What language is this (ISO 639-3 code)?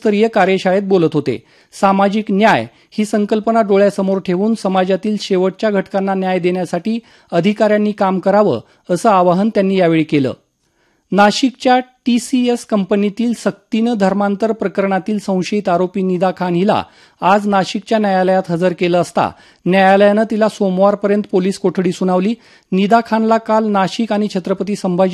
mar